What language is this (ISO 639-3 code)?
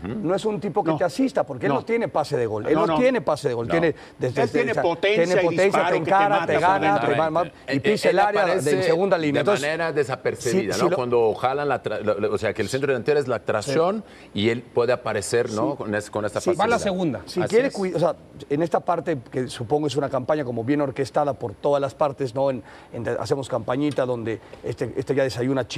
spa